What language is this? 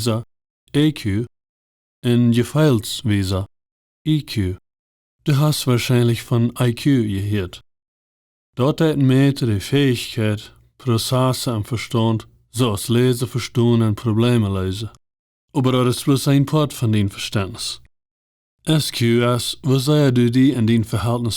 Plautdietsch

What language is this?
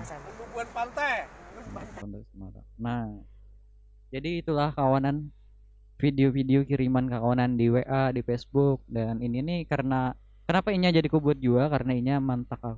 Banjar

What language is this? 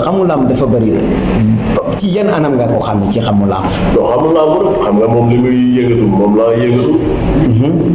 Wolof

